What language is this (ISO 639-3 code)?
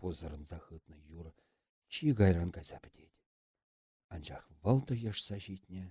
chv